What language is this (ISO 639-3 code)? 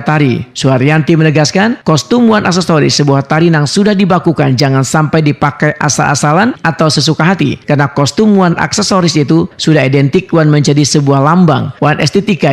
bjn